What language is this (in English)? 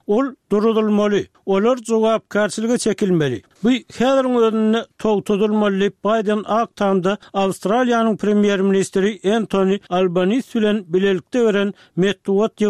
Turkmen